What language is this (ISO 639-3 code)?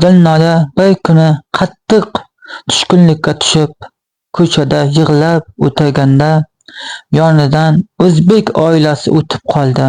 uzb